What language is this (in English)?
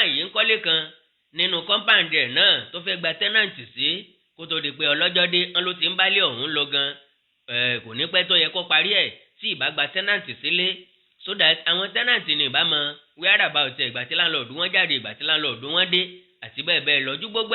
Yoruba